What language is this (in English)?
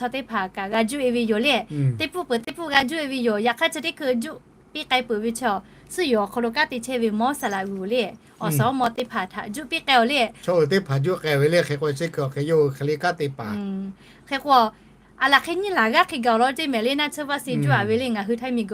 Lahu